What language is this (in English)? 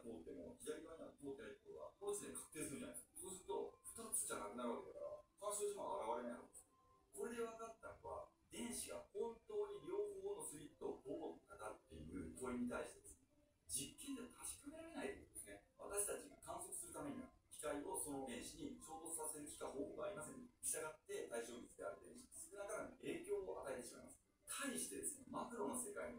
Japanese